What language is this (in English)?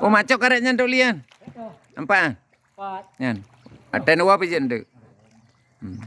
Achinese